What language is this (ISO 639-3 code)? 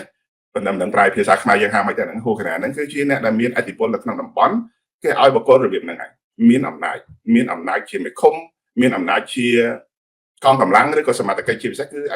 khm